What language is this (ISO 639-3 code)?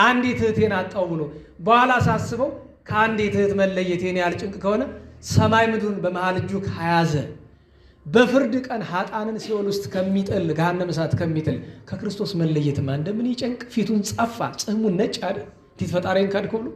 amh